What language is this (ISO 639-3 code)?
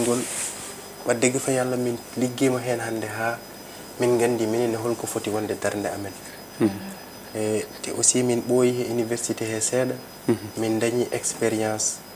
ful